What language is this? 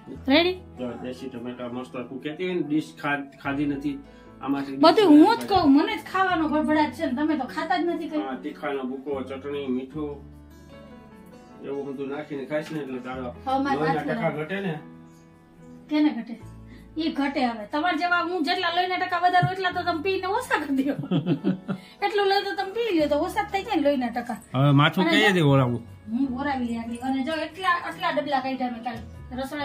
Gujarati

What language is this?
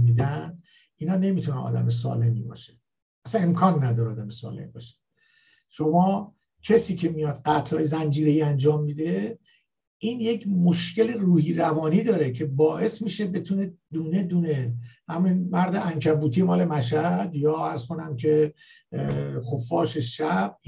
Persian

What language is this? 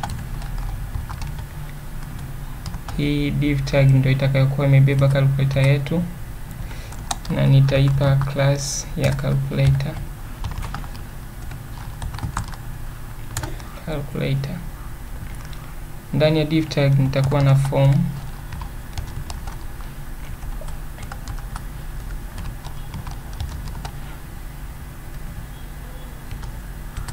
Swahili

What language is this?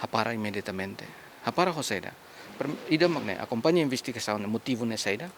Tetum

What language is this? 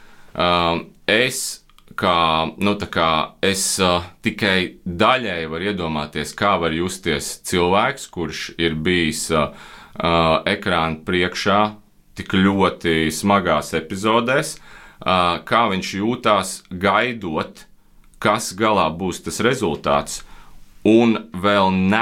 Latvian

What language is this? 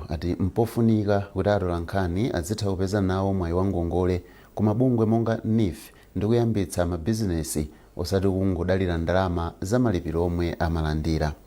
Nyanja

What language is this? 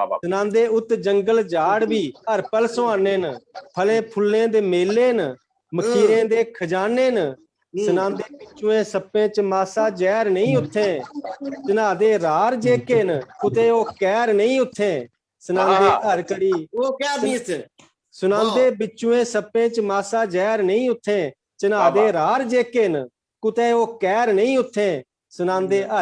Dogri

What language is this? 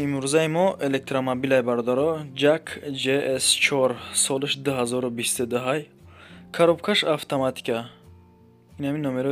Tajik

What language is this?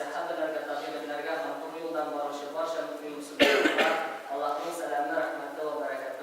Tatar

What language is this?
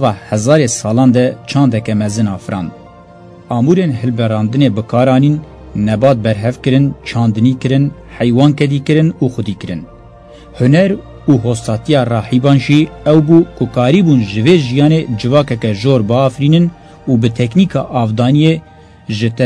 Kurdish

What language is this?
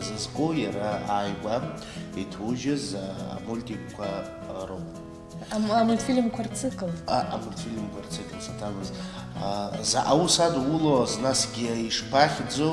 Abkhazian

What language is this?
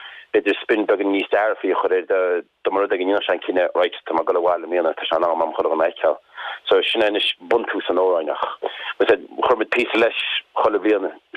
Irish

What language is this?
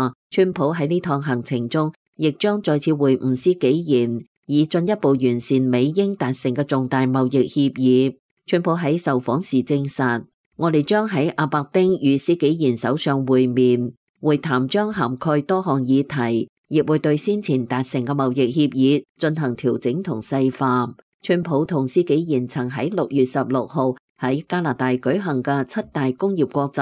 Cantonese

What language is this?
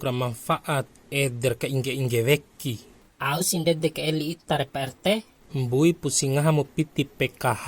Bima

